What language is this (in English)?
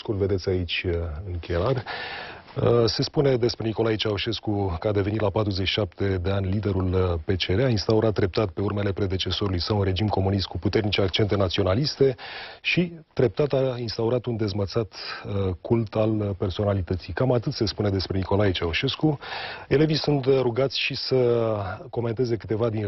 Romanian